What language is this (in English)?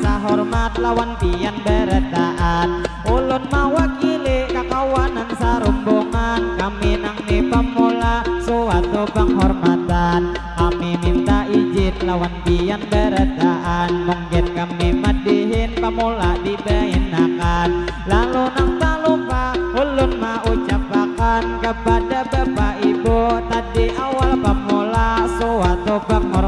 Banjar